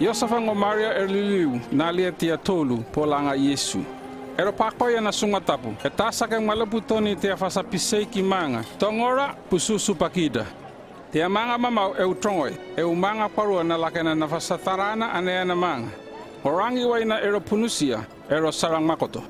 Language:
North Efate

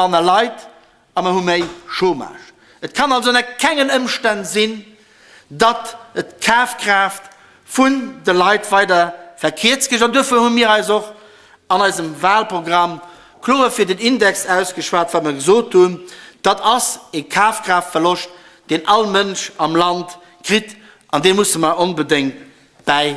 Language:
Luxembourgish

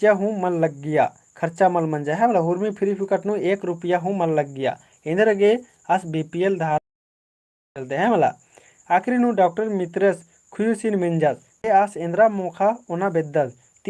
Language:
Kurukh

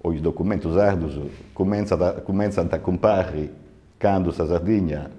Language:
Sardinian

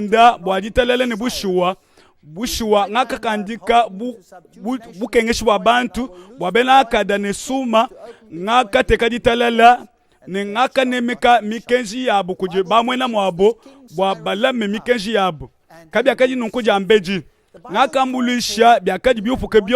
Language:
Luba-Lulua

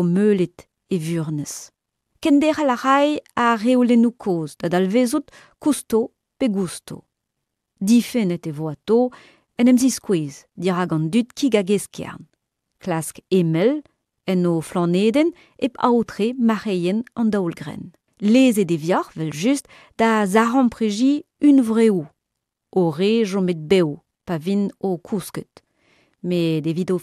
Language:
Breton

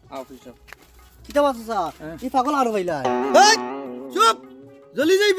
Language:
Sylheti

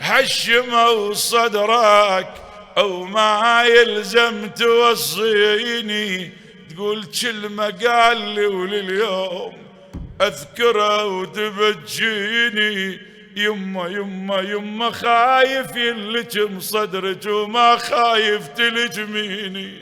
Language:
Mesopotamian Arabic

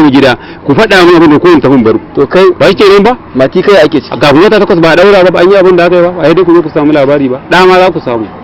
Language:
Hausa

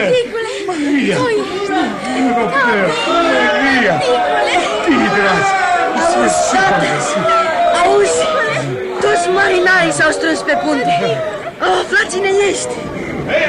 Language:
Romanian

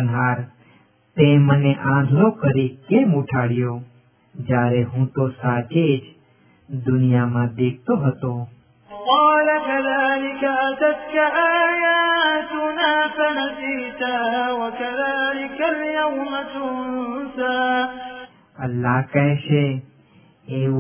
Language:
Gujarati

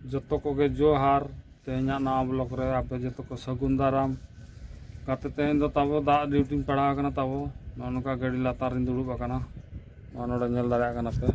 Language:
Santali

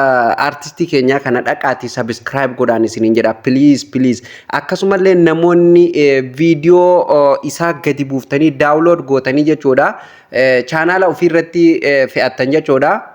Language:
Oromo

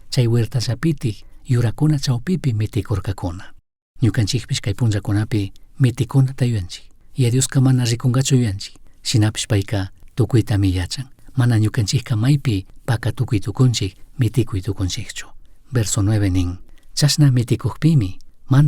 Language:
Chimborazo Highland Quichua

